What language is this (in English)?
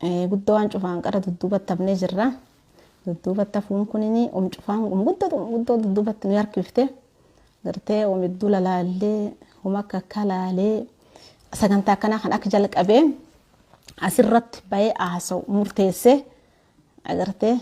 Oromo